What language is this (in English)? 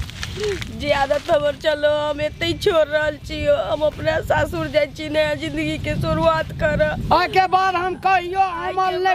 Maithili